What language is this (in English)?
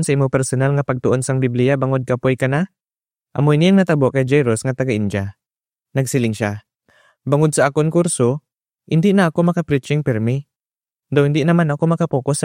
Hiligaynon